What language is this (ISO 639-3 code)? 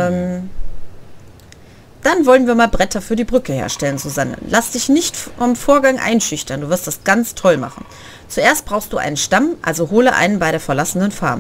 deu